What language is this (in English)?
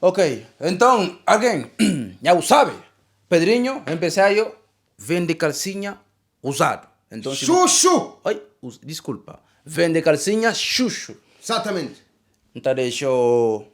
Kabuverdianu